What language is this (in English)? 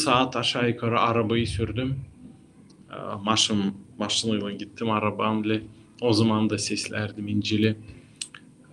Gagauz